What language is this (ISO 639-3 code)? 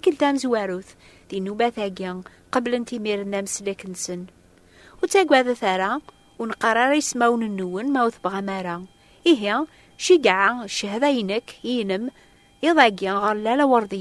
kab